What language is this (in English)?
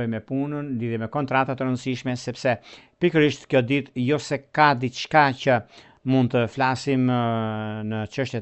Albanian